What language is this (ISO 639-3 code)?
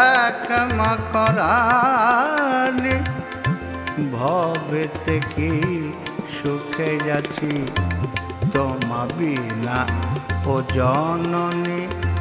ben